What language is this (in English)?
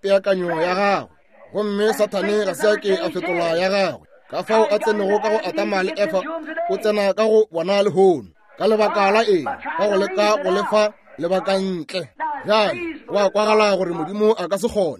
Northern Sotho